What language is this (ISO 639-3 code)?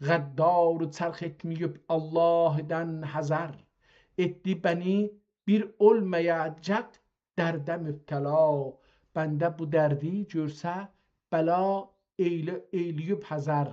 azb